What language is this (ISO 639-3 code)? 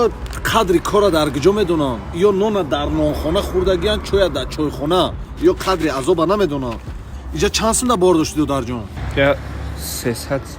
tgk